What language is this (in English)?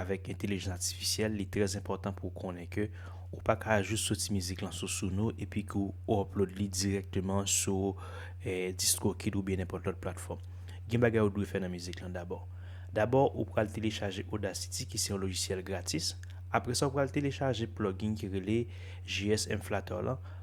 Haitian Creole